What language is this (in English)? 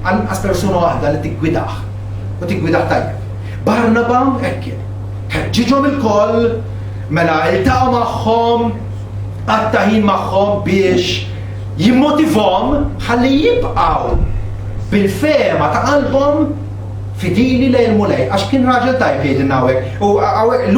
Maltese